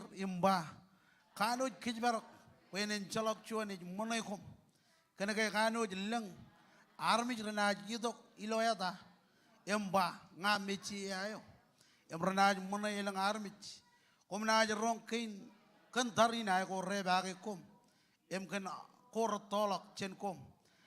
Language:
Marshallese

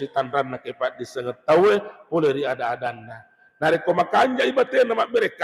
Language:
Buginese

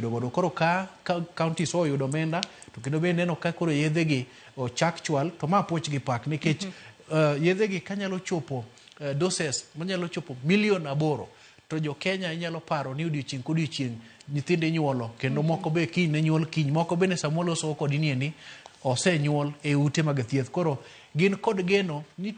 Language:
Luo (Kenya and Tanzania)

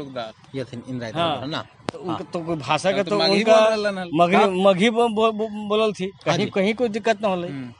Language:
Magahi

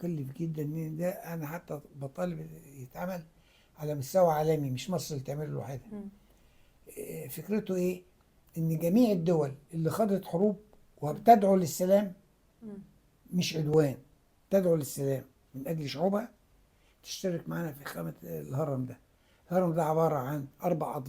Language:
Egyptian Arabic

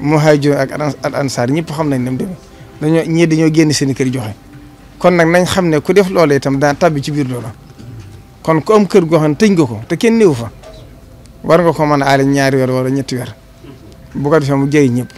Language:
Wolof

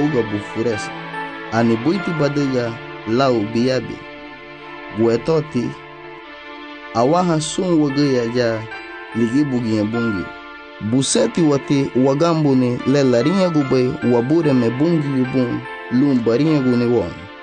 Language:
Garifuna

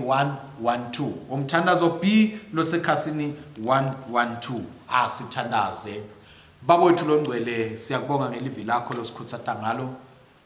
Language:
Swati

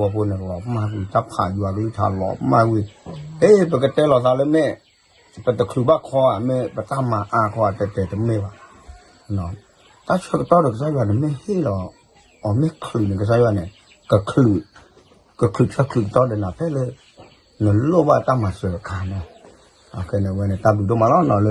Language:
S'gaw Karen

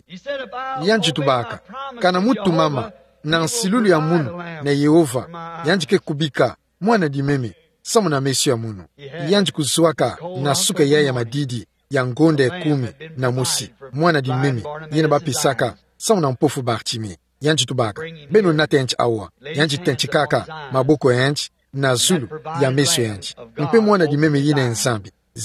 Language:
Kituba (Democratic Republic of Congo)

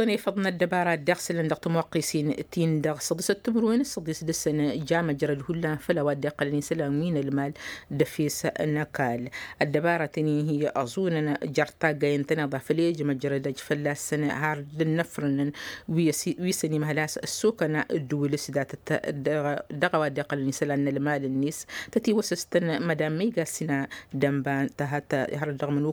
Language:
Tamasheq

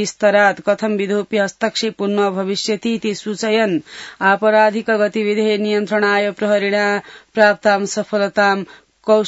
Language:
Sanskrit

